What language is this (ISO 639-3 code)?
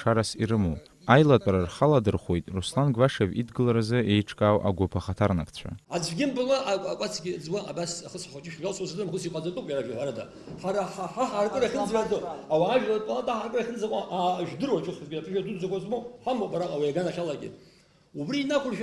abk